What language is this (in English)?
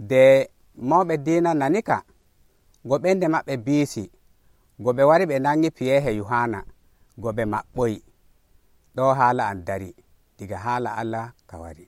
Nigerian Fulfulde